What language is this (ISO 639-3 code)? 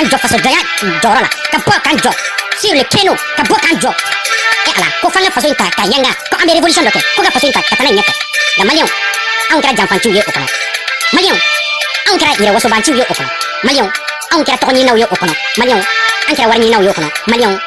bam